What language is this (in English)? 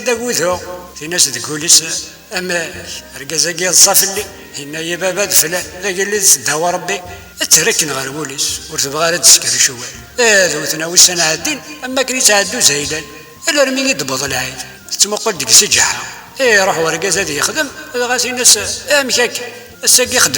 Kabyle